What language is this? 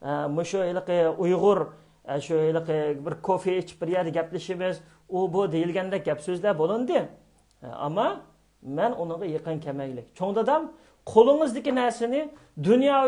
Uyghur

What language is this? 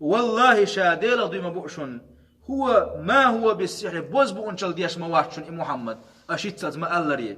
Chechen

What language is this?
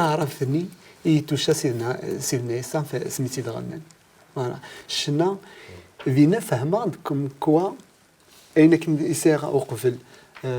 Kabyle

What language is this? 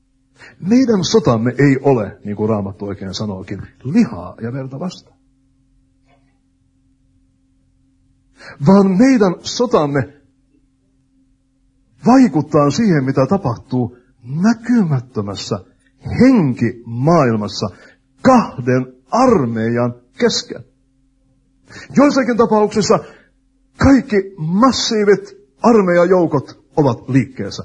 Finnish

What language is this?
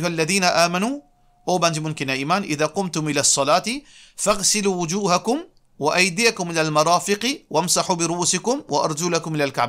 Morisyen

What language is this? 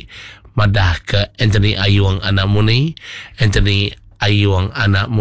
Iban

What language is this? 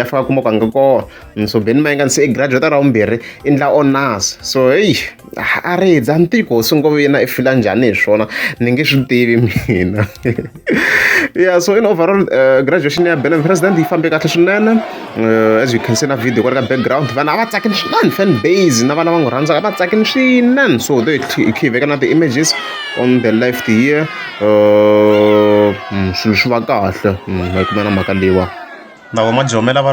Tsonga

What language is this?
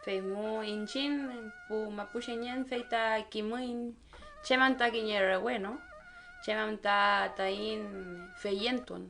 Mapuche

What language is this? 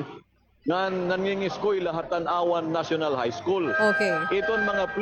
Waray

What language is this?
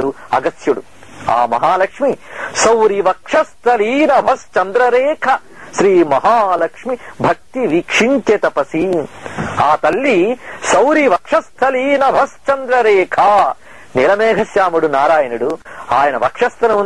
Telugu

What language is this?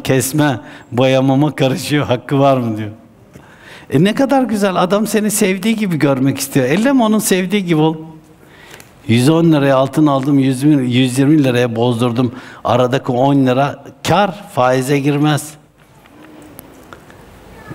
Turkish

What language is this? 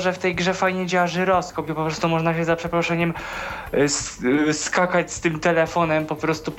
Polish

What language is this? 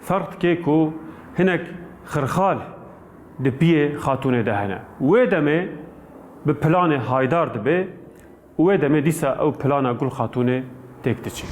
Kurdish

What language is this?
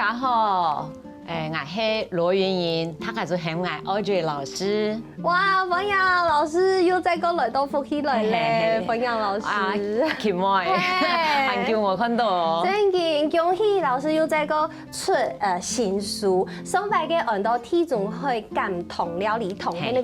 Hakka Chinese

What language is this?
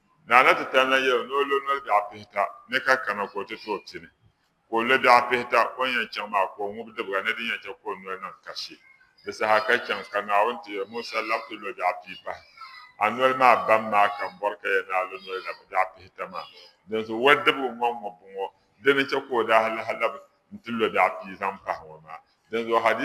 Dagbani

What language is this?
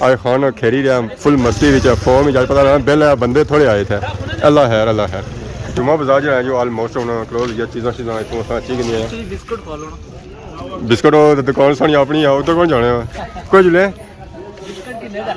Pahari-Potwari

